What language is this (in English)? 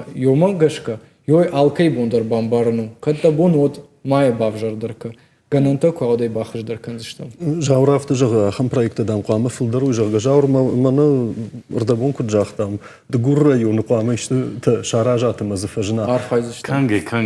Ossetic